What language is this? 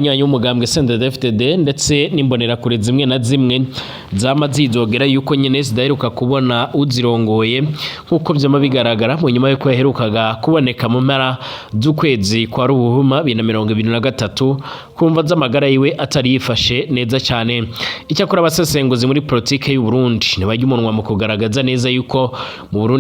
Rundi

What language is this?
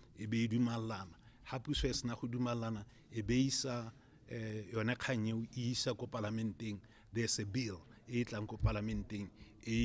Tswana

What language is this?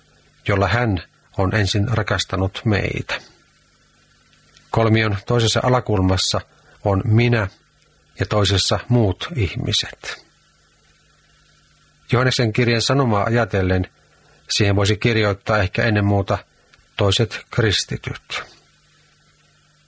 Finnish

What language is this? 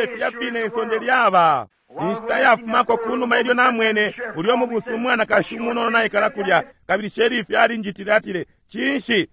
Bemba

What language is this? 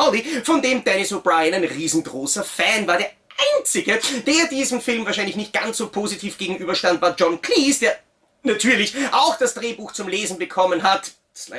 German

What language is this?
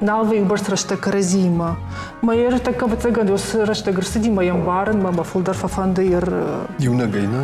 Ossetic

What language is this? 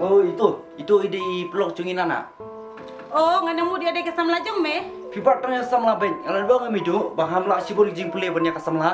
Khasi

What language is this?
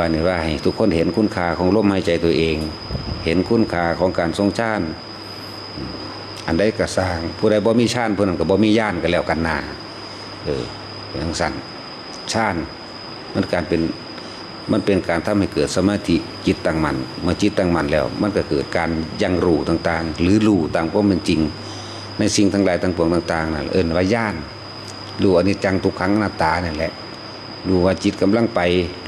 Northeastern Thai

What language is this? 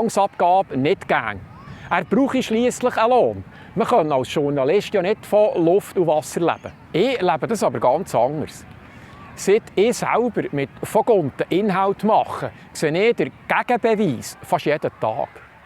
Swiss German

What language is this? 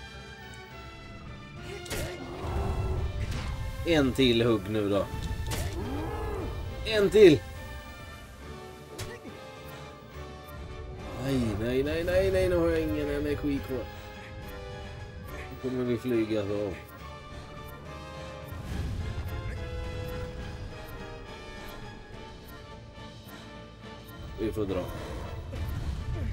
Swedish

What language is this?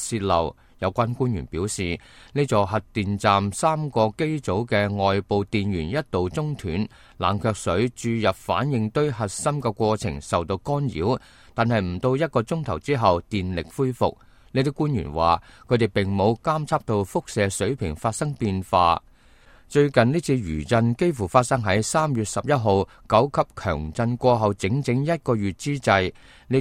Cantonese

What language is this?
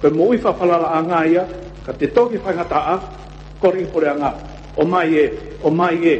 Tongan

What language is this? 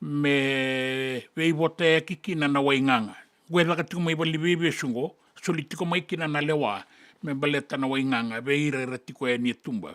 Fijian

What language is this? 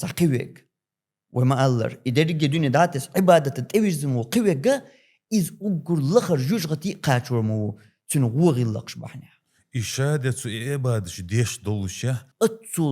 Chechen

